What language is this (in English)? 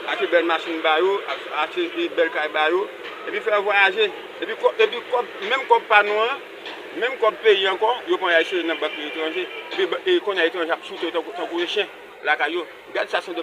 Haitian Creole